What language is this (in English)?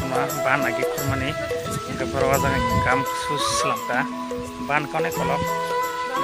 Kok Borok